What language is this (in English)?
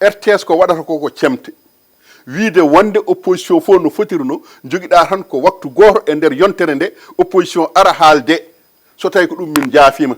Fula